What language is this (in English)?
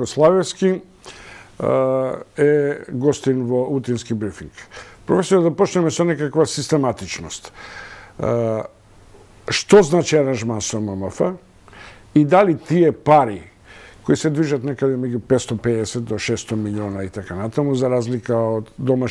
Macedonian